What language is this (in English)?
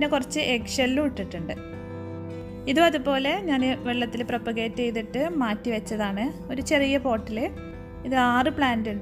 Malayalam